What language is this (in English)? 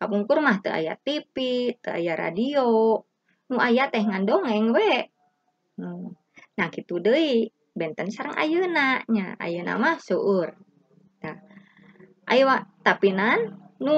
Sundanese